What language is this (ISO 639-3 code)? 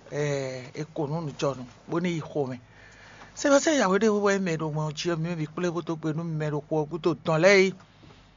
fon